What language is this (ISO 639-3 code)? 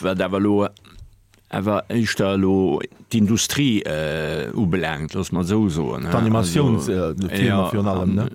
ltz